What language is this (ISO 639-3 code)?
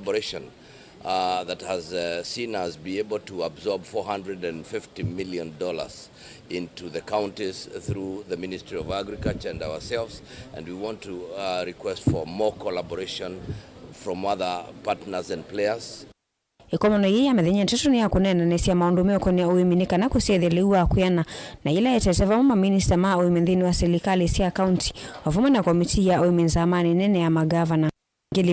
kam